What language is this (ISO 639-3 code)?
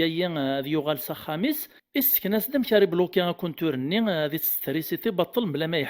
kab